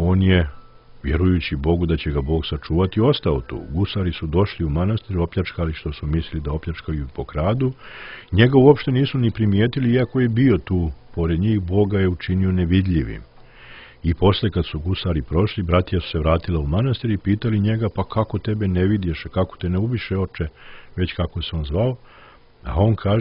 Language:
Serbian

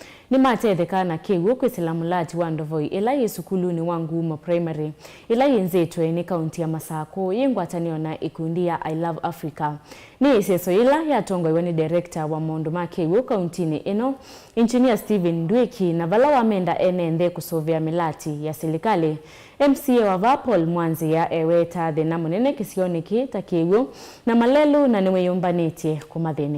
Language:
Kamba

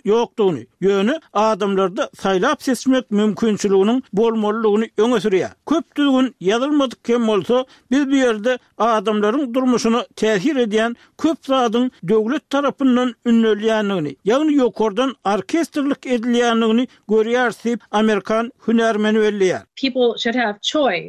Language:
Turkmen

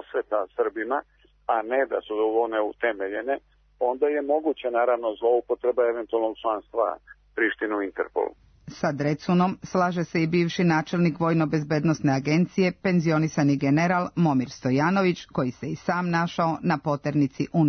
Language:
Serbian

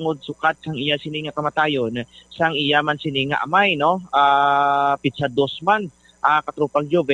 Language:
Hiligaynon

